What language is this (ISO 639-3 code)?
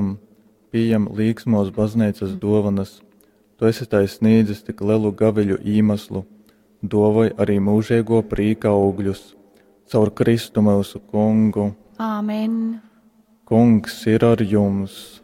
ltg